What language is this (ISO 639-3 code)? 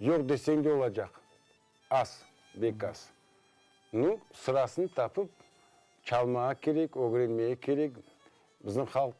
crh